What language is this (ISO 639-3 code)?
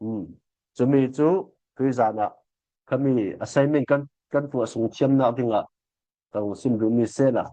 cfm